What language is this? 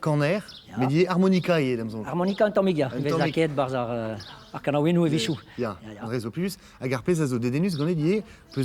Breton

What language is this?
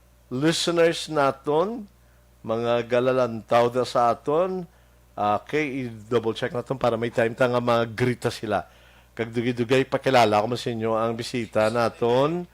Hiligaynon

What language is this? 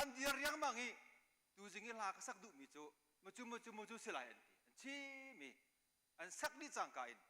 Hakha Chin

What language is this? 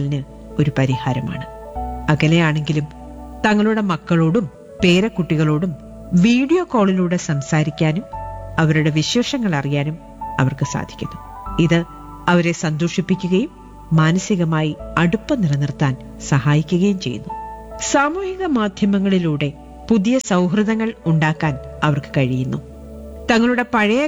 Malayalam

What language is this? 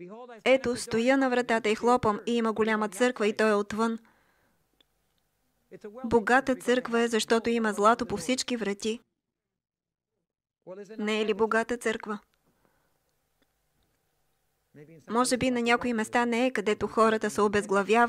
Bulgarian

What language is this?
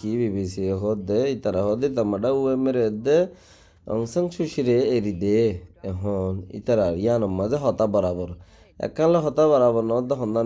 Rohingya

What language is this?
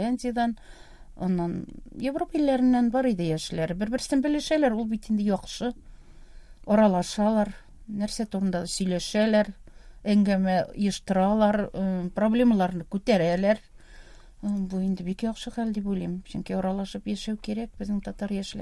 Tatar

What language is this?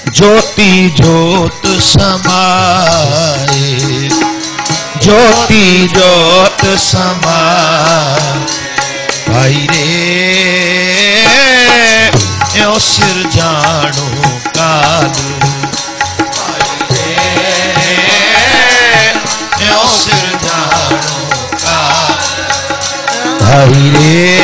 Punjabi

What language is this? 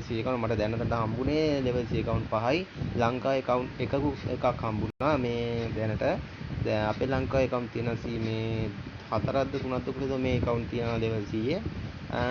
Sinhala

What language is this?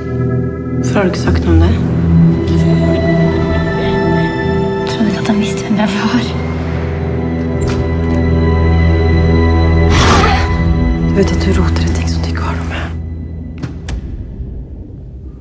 Norwegian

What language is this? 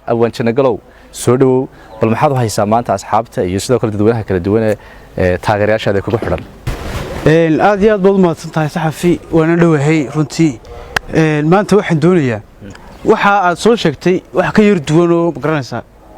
Somali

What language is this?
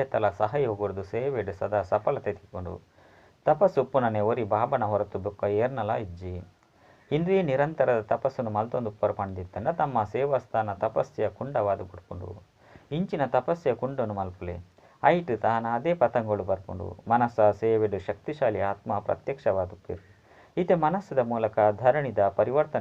Tulu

